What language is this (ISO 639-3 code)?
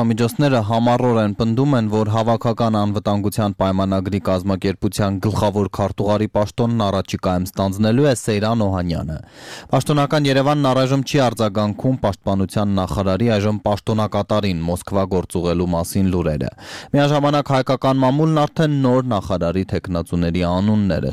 hye